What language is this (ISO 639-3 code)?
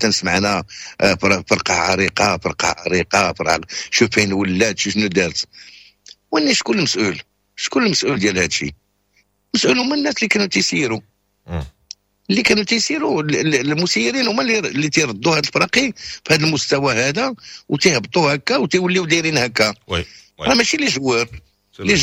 ary